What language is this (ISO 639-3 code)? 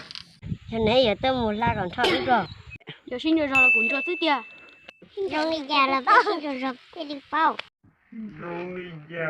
hmn